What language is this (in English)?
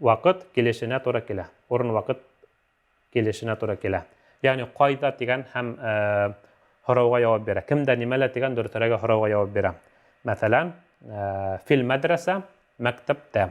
Bashkir